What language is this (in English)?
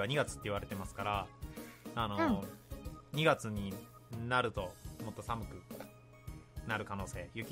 Japanese